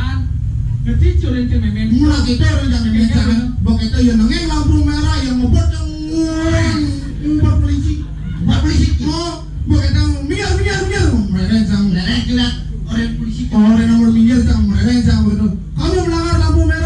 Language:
Balinese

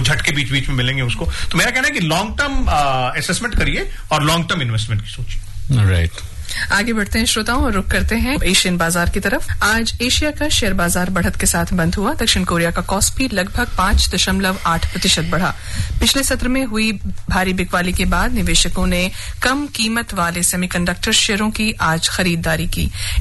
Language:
Hindi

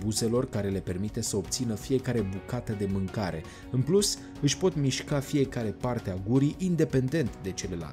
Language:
Romanian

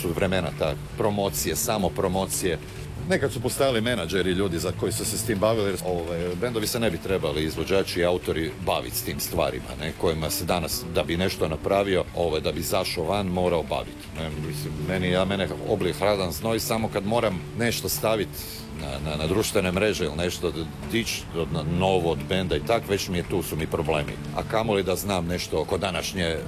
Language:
Croatian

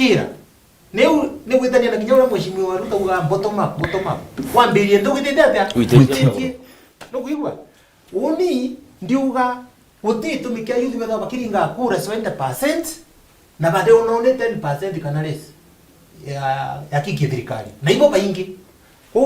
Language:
Meru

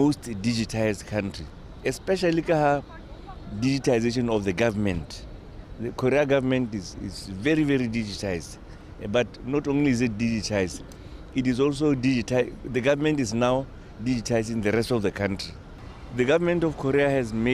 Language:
Tswana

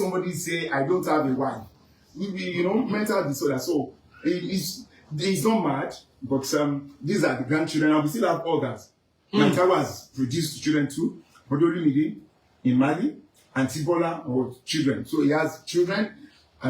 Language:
Yoruba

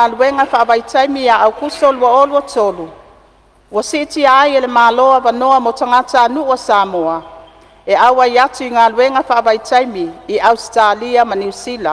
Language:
Samoan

